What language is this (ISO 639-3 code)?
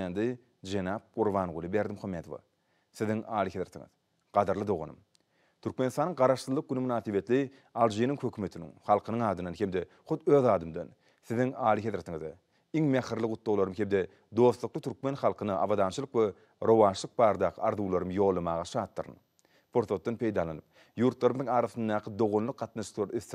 tuk